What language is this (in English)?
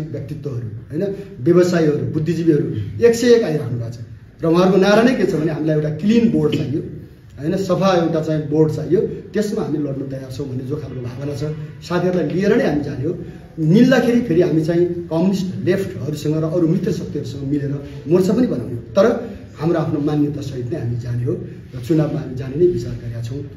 Nepali